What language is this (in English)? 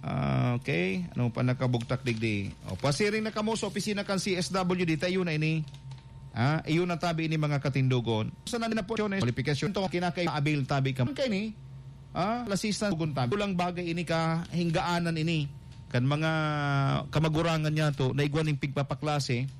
Bikol